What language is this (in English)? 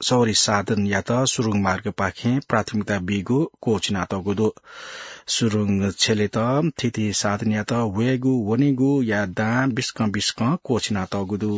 Newari